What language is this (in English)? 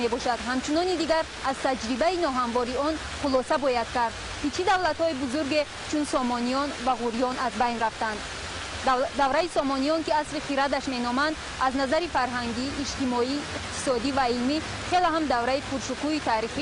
Tajik